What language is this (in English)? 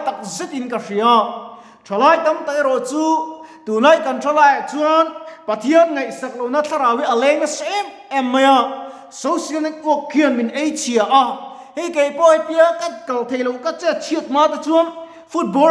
Mizo